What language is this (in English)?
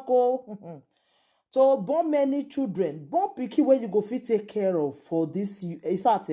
Nigerian Pidgin